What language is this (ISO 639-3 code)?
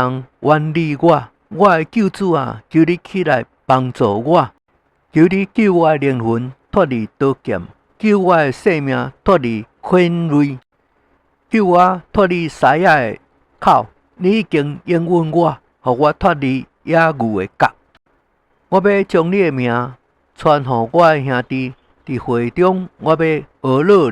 nan